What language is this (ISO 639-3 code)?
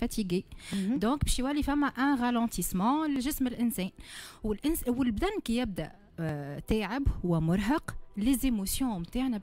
aeb